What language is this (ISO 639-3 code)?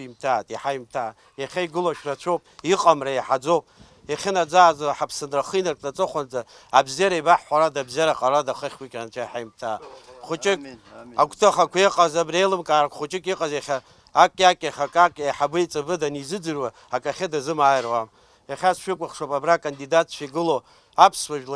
abk